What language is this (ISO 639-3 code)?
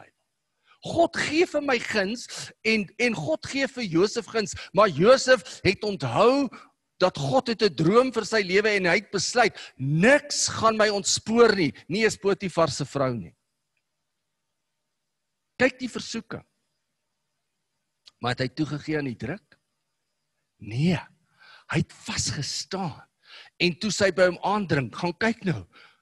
afr